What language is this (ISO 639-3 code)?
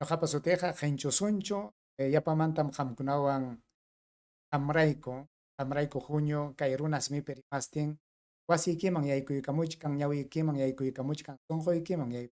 quy